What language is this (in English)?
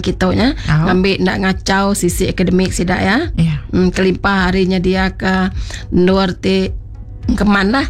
Iban